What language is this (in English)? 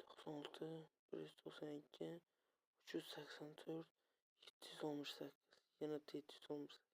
Uzbek